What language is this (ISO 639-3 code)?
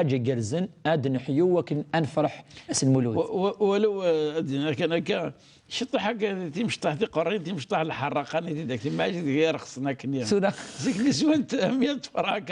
kab